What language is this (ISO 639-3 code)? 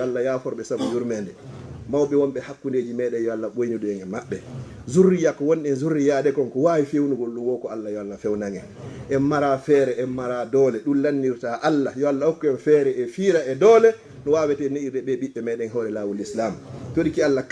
ful